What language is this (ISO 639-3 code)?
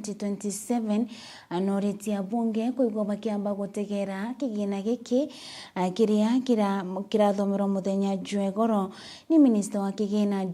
mer